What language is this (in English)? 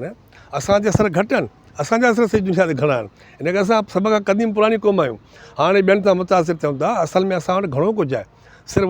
Sindhi